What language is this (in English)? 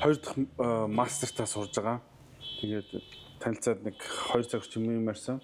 Mongolian